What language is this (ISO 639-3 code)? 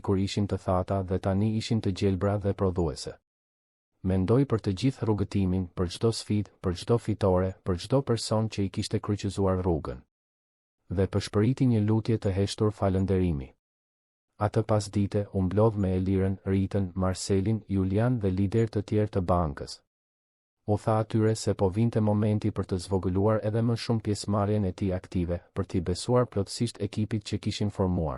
sqi